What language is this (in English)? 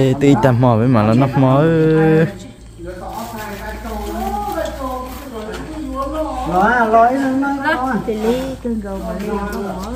Vietnamese